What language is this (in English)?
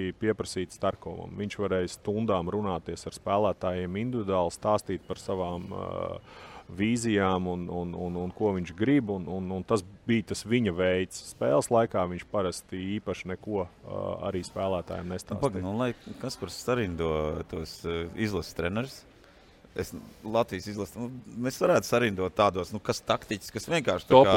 Latvian